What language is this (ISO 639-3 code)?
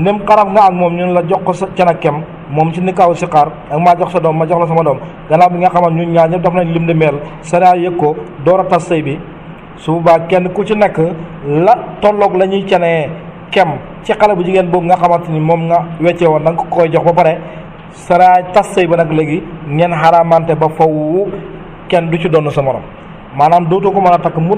wol